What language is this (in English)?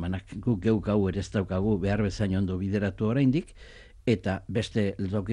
Basque